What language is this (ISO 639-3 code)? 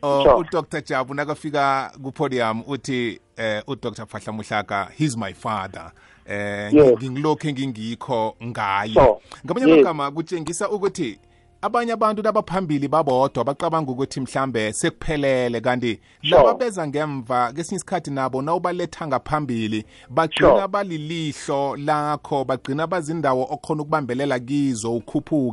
nbl